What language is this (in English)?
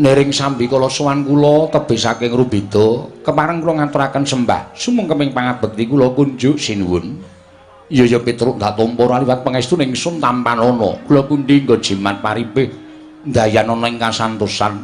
Javanese